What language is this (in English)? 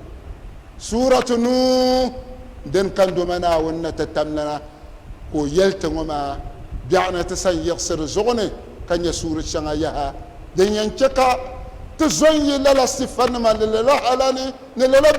Dagbani